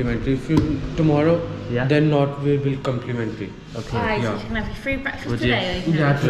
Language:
English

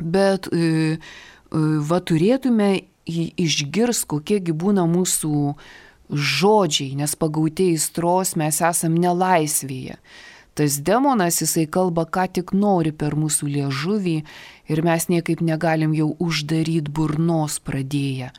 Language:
Lithuanian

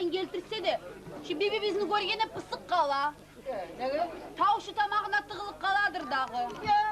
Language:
Kumyk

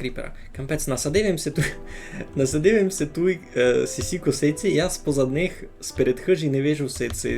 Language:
Rusyn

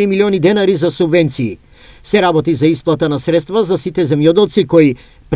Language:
Macedonian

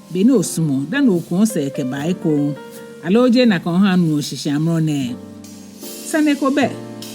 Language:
Ga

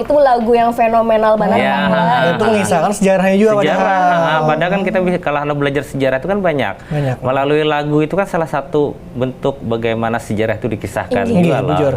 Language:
Banjar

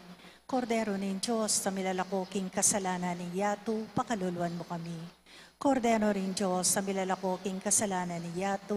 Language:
Pampanga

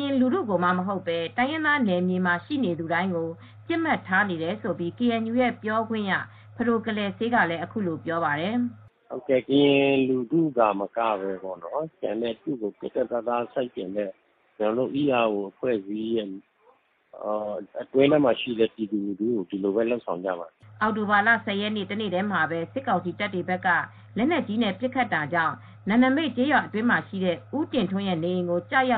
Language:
Burmese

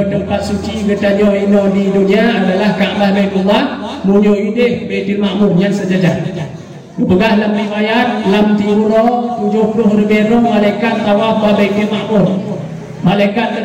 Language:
Achinese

